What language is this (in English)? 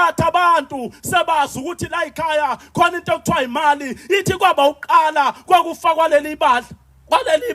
Zulu